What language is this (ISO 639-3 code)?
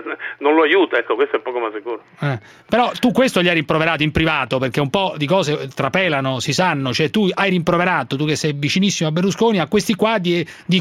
ita